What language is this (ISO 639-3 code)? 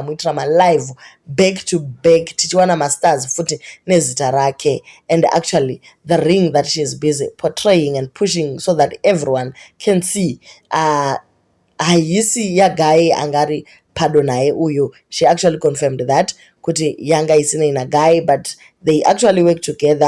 sna